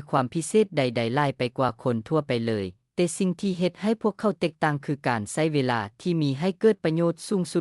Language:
Lao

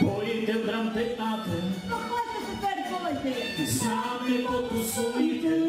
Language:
Rusyn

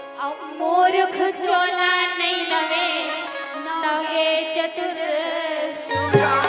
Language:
Chhattisgarhi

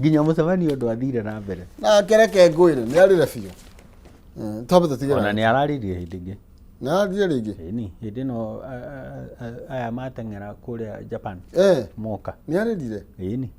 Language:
Kikuyu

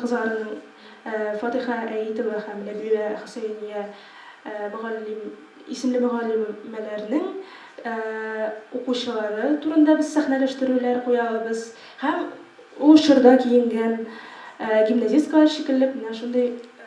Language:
Tatar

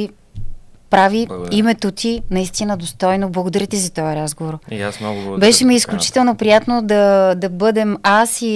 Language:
Bulgarian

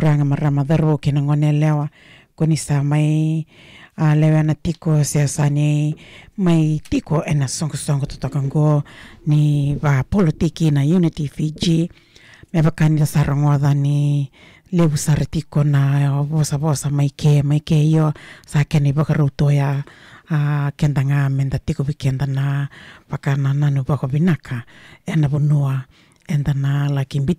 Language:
Fijian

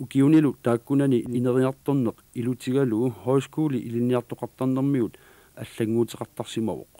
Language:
Kalaallisut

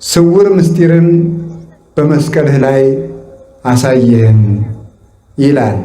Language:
Amharic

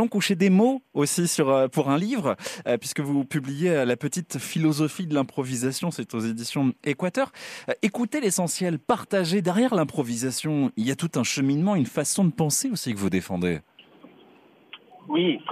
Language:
French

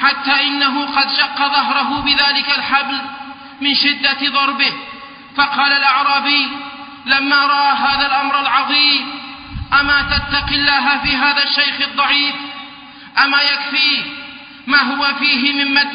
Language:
Arabic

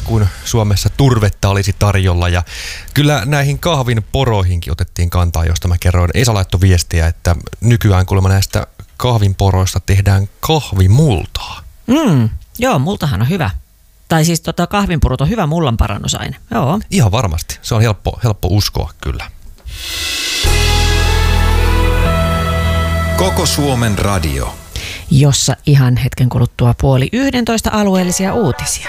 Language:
Finnish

